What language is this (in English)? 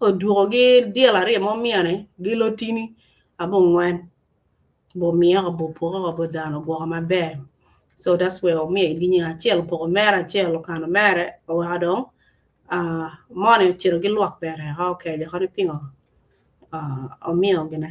Acoli